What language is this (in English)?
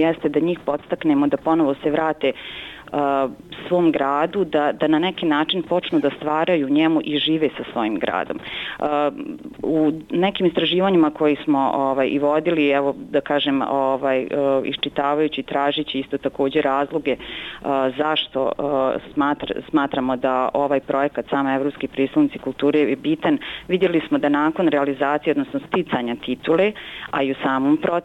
Bosnian